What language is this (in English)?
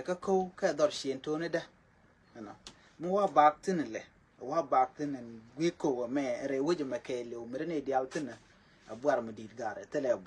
Nuer